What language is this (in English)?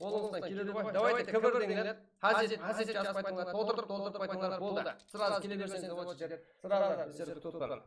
Kara-Kalpak